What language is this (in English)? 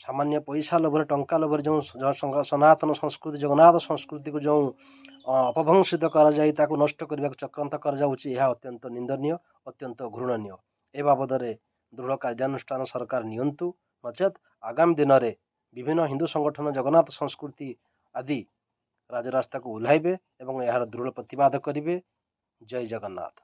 Odia